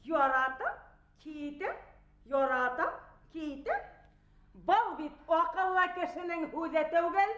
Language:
Bashkir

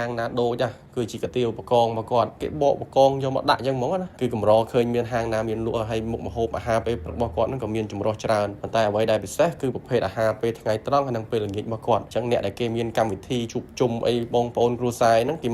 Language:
Khmer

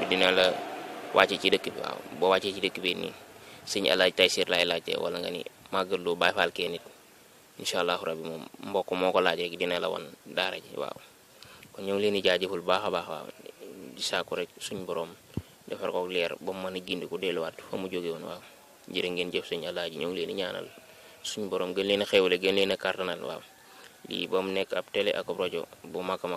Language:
Wolof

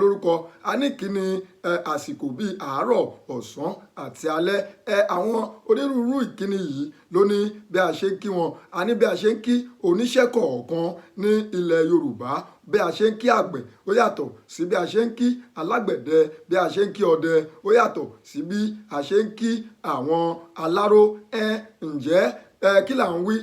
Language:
Yoruba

